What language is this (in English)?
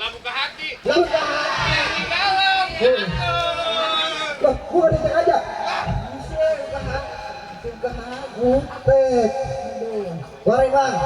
Betawi